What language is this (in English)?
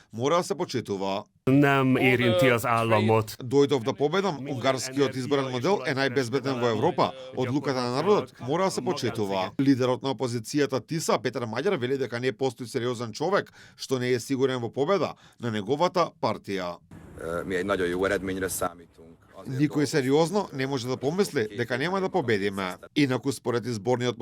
Macedonian